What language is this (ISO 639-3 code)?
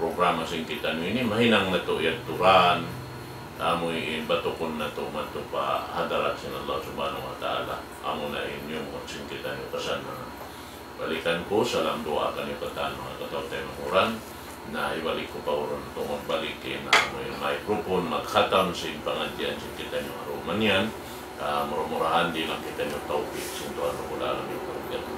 tsg